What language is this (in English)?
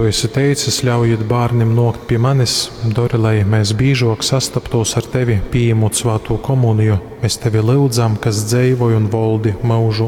Latgalian